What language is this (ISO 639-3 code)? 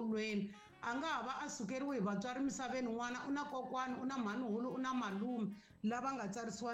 tso